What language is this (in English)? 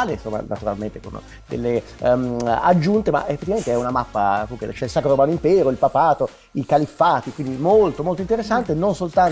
Italian